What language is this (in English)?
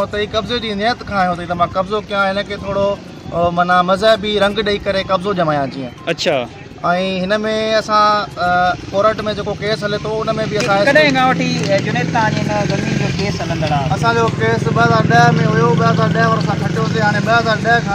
Sindhi